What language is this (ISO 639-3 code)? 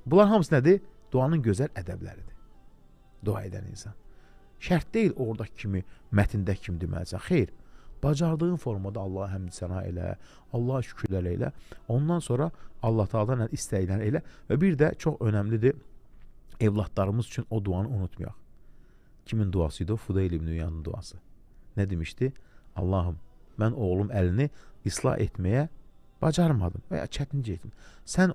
aze